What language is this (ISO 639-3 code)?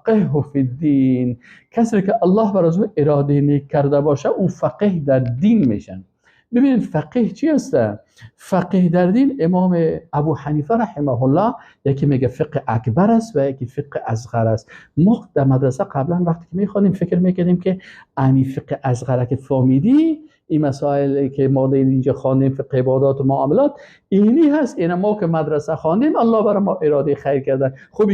fas